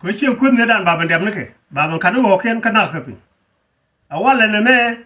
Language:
Nuer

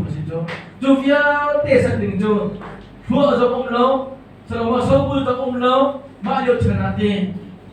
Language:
Hakha Chin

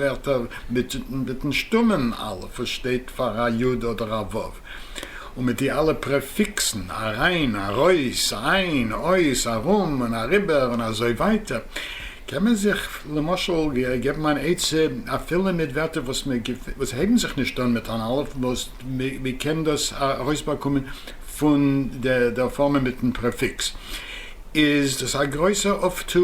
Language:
Yiddish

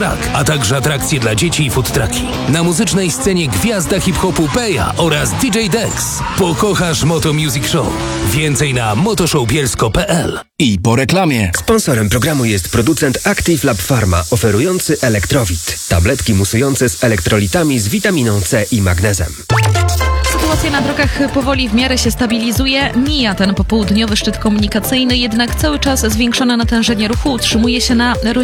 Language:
Polish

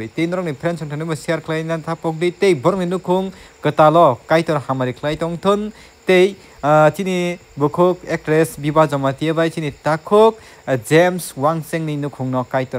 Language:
Kok Borok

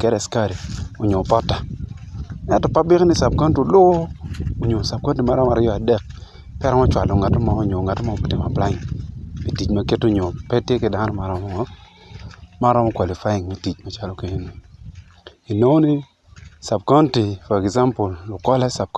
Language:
Acoli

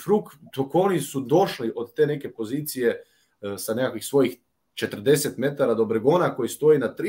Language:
Croatian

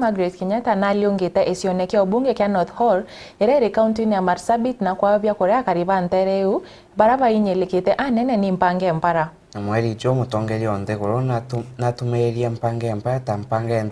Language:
Meru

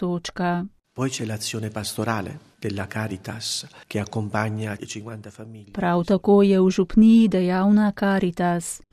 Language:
Slovenian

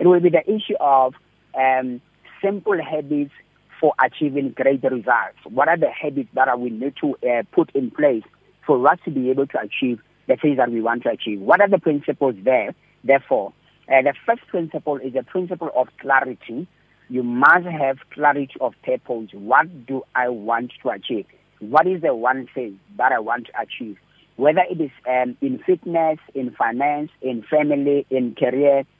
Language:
English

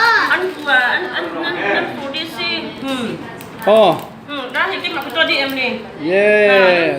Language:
Falam Chin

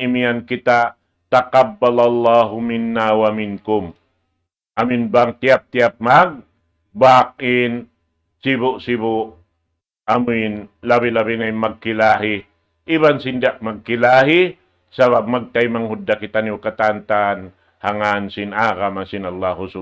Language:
Tausug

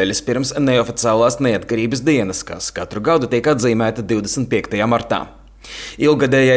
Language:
Latvian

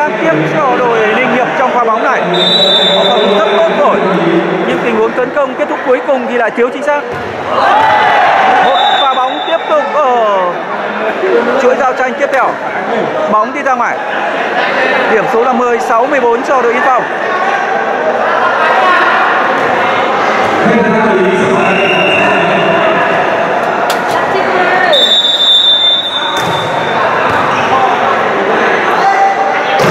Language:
Vietnamese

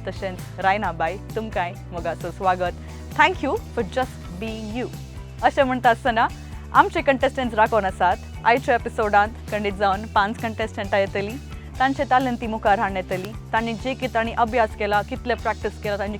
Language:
Konkani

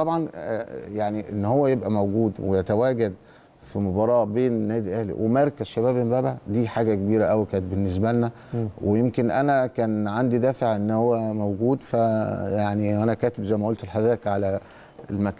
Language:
Egyptian Arabic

